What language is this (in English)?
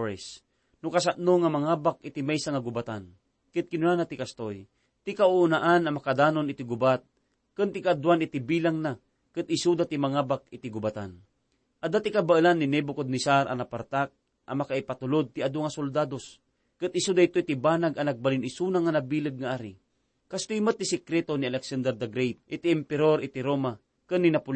Iloko